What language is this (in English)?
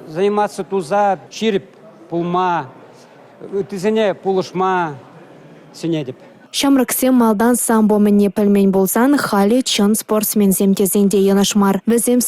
Chuvash